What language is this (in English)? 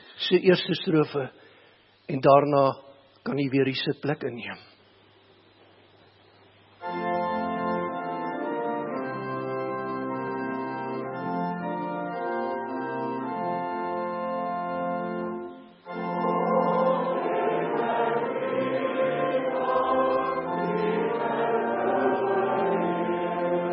Afrikaans